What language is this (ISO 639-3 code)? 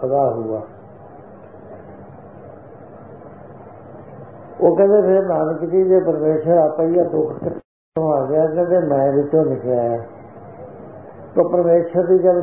pan